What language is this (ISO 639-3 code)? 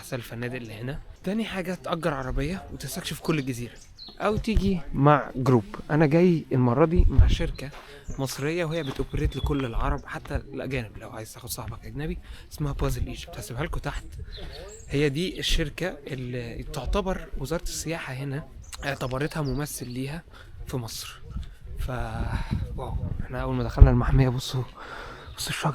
arz